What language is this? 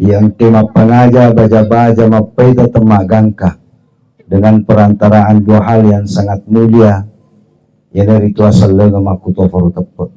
Buginese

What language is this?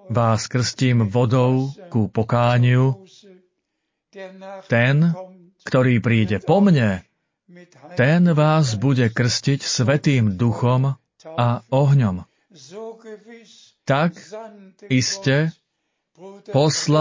Slovak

